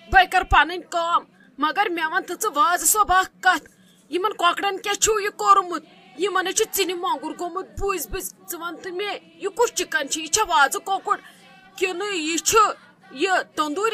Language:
Kashmiri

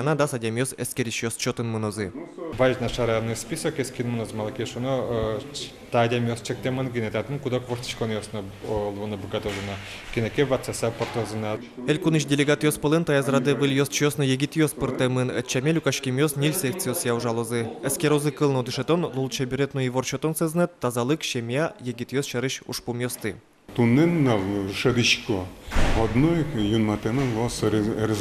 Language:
Udmurt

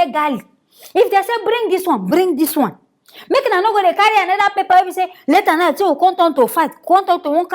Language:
Nigerian Pidgin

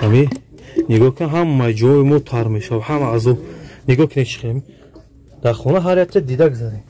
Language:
Tajik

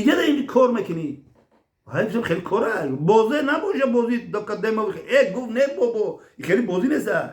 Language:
Tajik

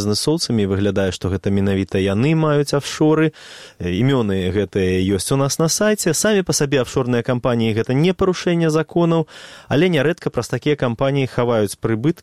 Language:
Belarusian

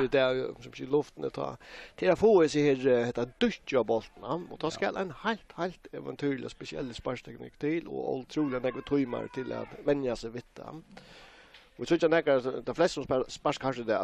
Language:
Faroese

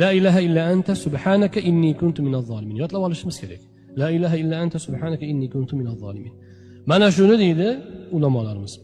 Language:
Uzbek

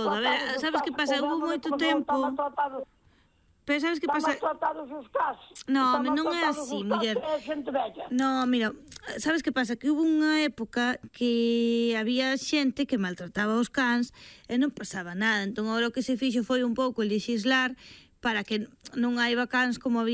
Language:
Galician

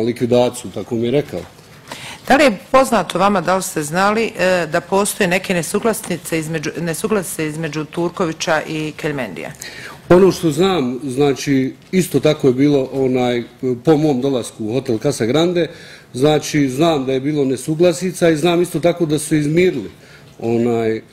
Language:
Bosnian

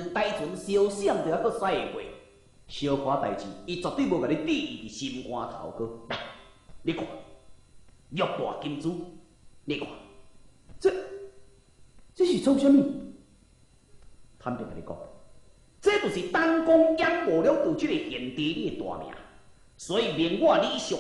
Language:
Min Nan Chinese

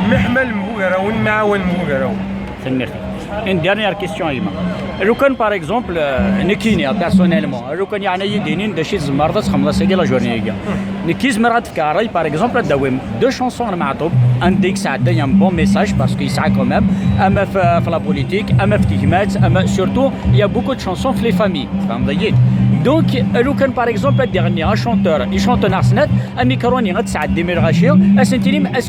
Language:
Kabyle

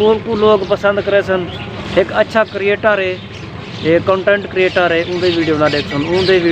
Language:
Saraiki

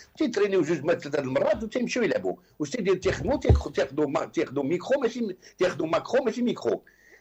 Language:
Moroccan Arabic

